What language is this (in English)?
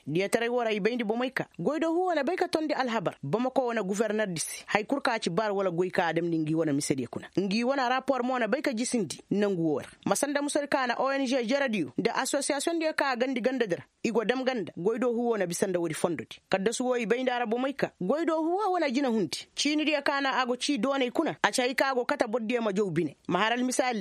Koyraboro Senni